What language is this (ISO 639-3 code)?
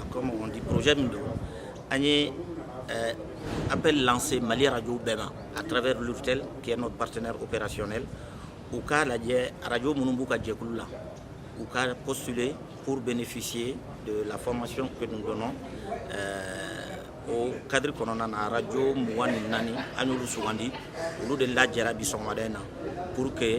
bam